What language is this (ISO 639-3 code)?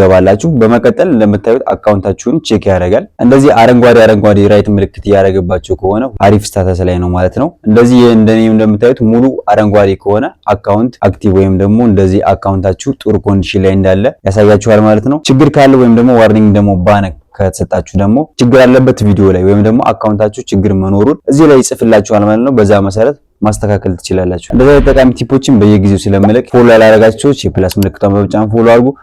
amh